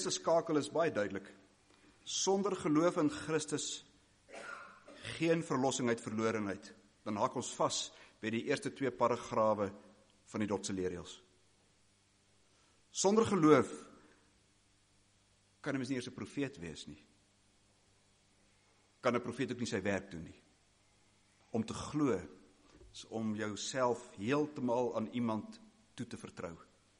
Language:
Afrikaans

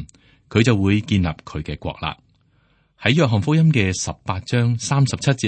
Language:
Cantonese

